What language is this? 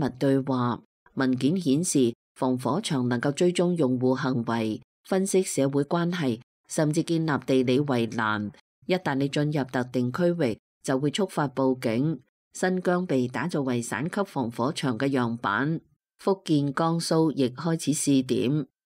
Cantonese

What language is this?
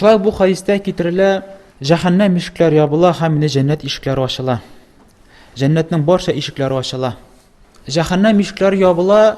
Tatar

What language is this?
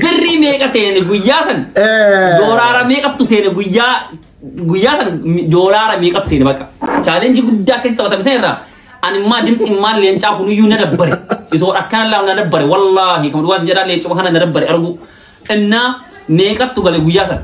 Oromo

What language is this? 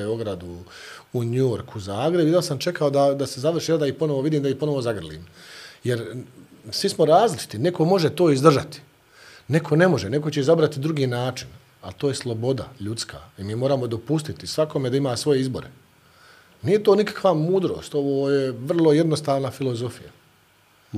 Bosnian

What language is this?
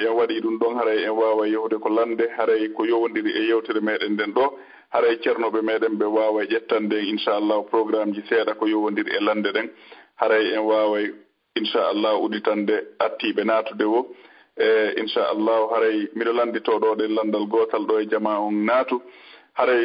Fula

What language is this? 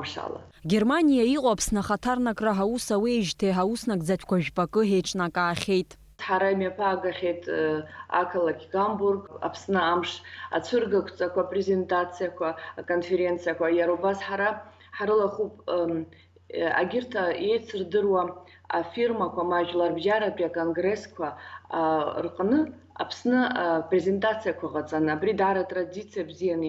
Abkhazian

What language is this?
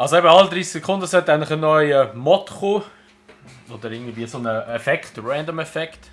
Swiss German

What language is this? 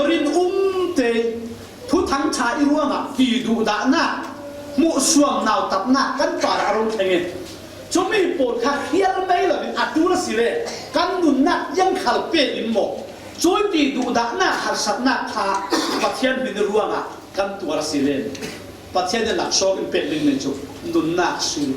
Falam Chin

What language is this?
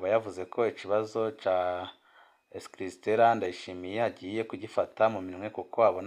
Rundi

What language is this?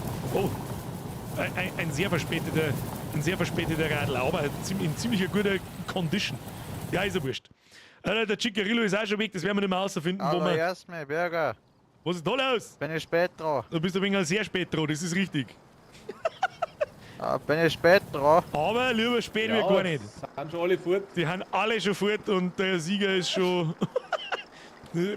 Bavarian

